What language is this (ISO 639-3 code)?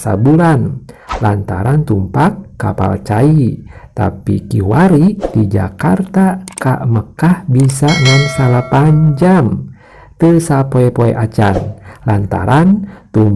sun